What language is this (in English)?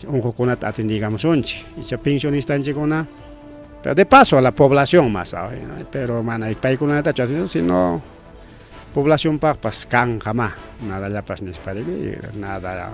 Ayacucho Quechua